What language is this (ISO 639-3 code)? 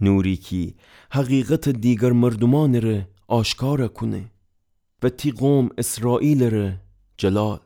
glk